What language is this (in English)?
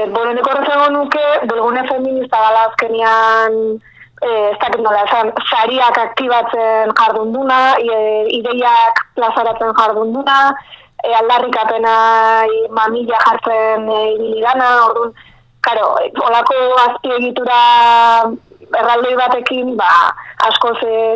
Basque